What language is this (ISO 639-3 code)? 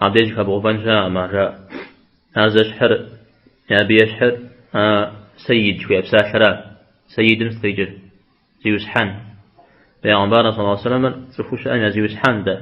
kbd